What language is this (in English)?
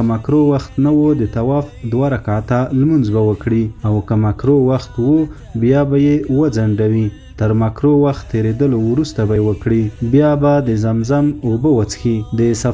Pashto